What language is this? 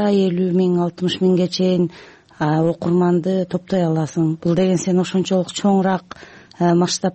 Kyrgyz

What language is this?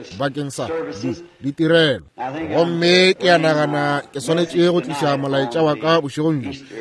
Northern Sotho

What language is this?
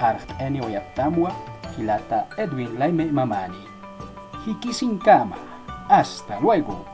Aymara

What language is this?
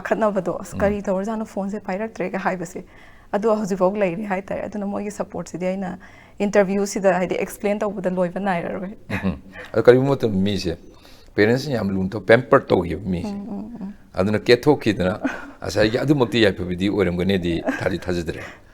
Manipuri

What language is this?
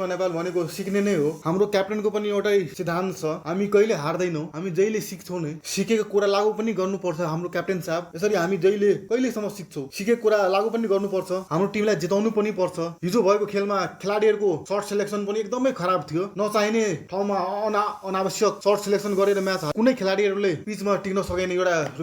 Nepali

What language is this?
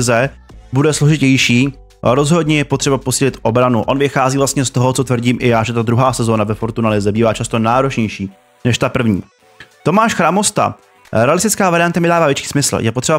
Czech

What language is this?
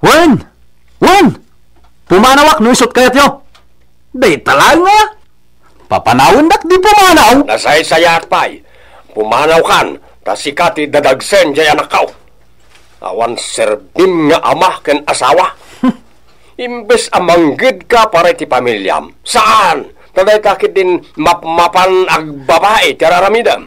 Iloko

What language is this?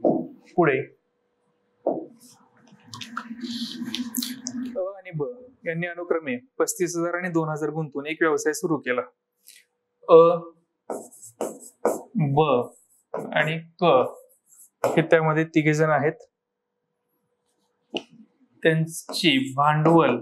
Marathi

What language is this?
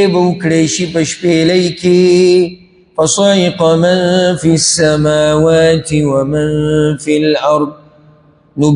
Pashto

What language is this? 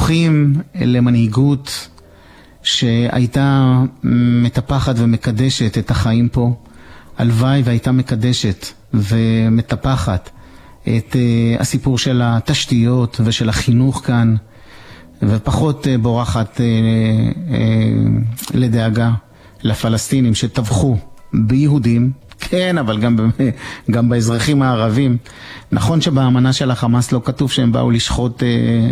Hebrew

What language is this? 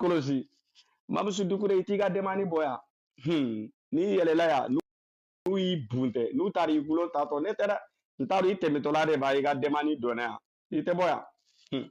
Bambara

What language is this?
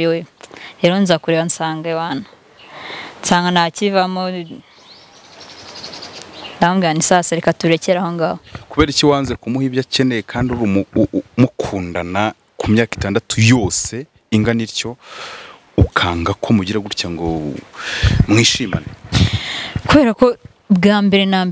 Kinyarwanda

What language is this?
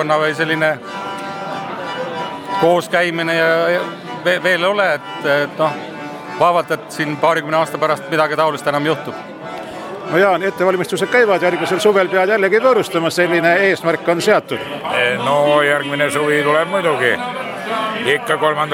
Estonian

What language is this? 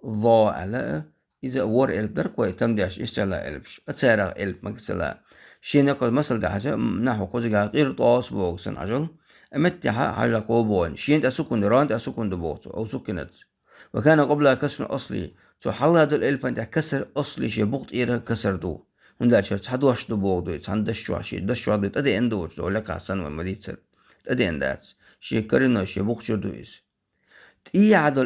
Chechen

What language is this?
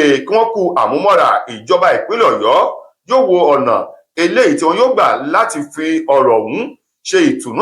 Yoruba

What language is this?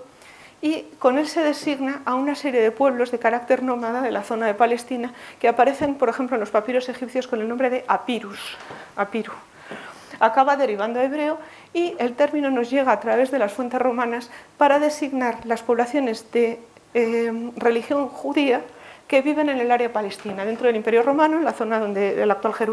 Spanish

